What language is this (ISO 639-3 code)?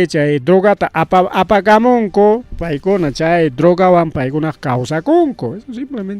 quy